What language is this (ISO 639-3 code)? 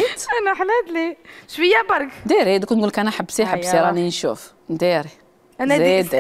arq